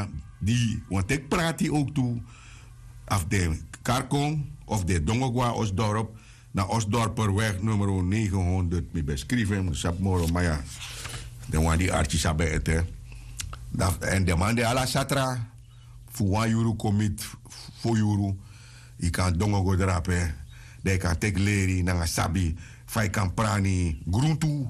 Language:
Sranan Tongo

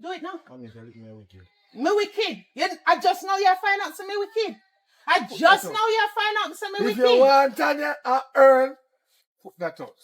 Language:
Jamaican Creole English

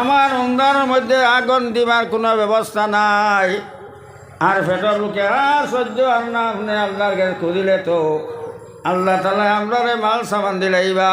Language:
Sylheti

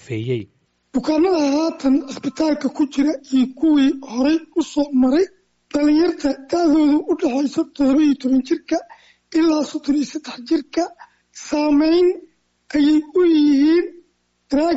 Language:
Somali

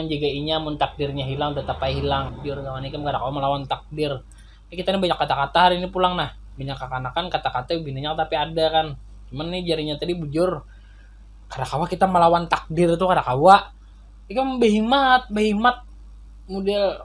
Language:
Banjar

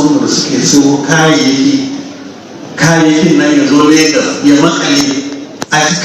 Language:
Hausa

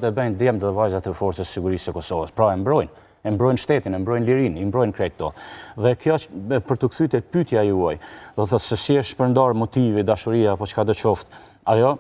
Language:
Albanian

